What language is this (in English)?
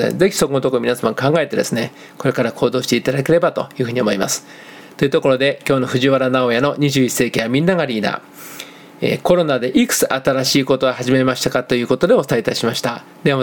Japanese